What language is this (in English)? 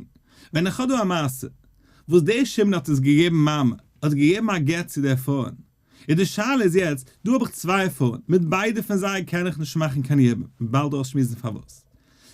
Yiddish